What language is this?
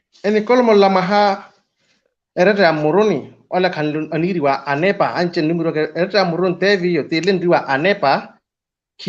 Makhuwa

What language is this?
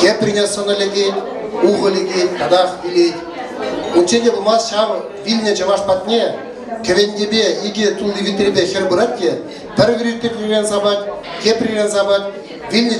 Chuvash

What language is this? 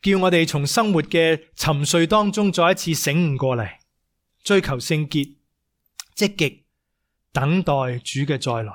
Cantonese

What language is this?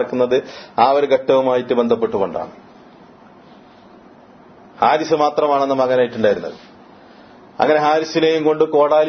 Malayalam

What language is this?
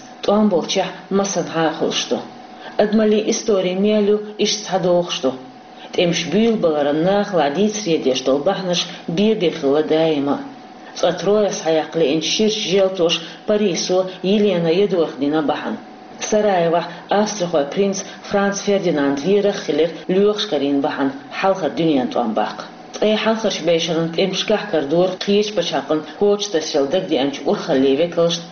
Chechen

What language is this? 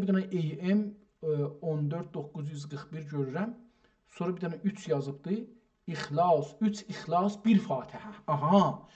South Azerbaijani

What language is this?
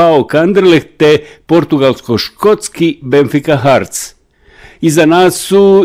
Bosnian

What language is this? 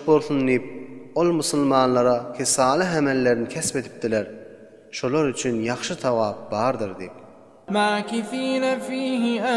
Turkmen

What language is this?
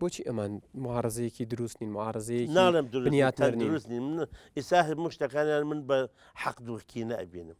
Central Kurdish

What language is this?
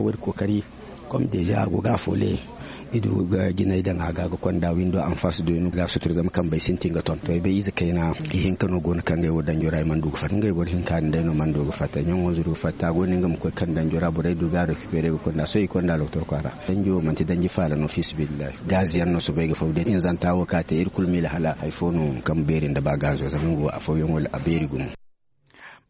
Zarma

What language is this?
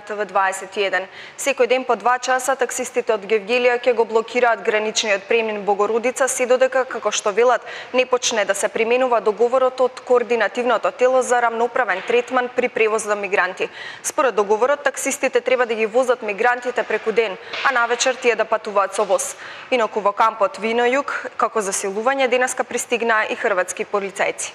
Macedonian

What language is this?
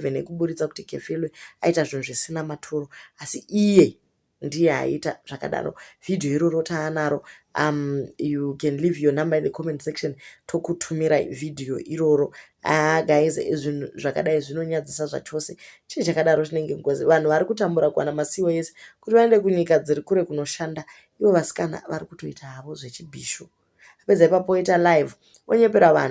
Shona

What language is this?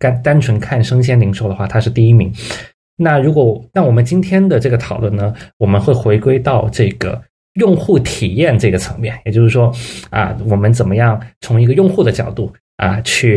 Chinese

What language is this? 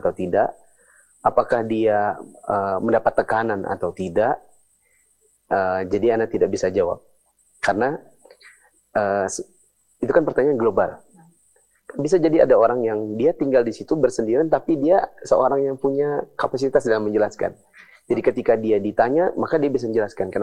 Indonesian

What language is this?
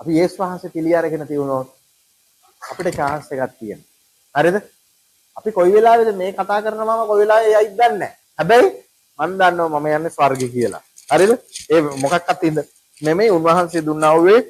Sinhala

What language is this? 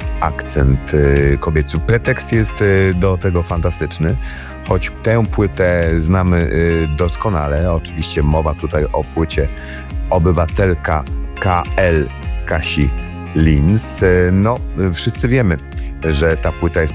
Polish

